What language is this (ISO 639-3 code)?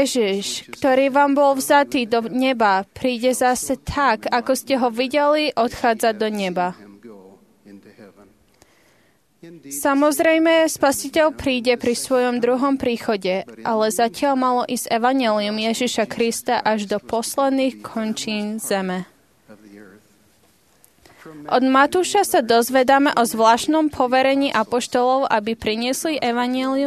slk